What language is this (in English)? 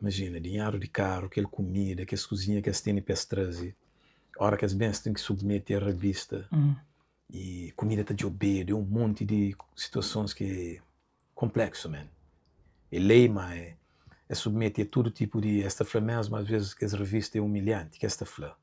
Kabuverdianu